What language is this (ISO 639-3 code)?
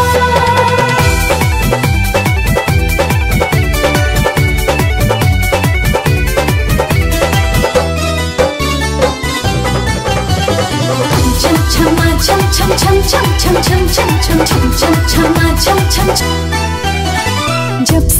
bho